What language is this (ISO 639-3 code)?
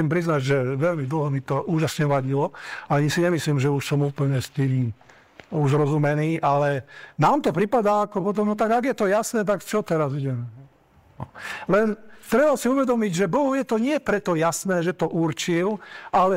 slk